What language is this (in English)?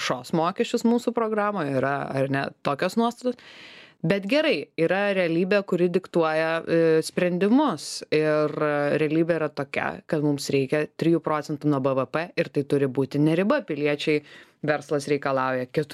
Lithuanian